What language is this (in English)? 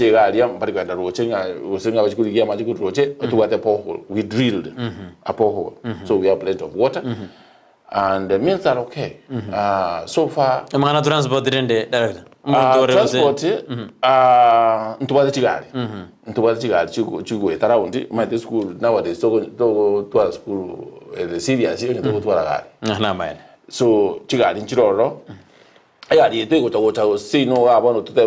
Gusii